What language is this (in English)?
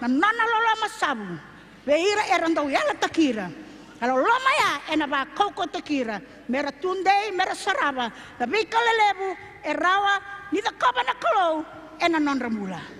Fijian